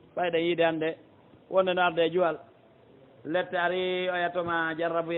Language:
Fula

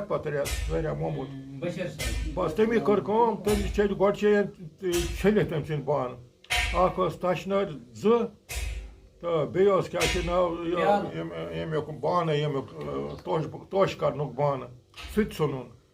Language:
Kashmiri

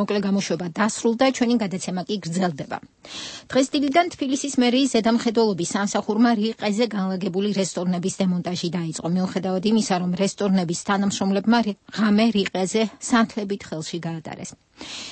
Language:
Georgian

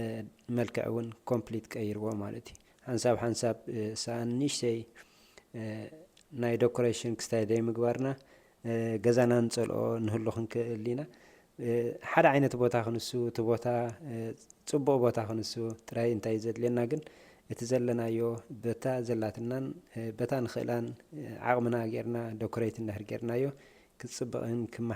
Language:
Tigrinya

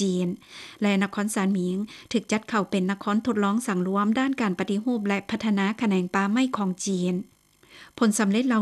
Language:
Lao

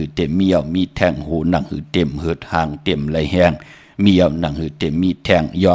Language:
Shan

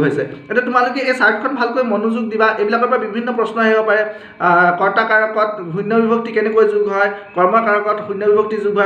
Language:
Assamese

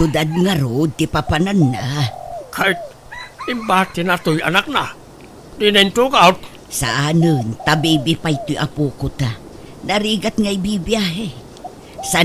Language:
Iloko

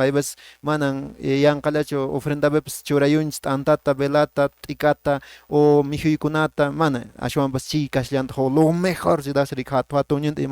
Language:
Quechua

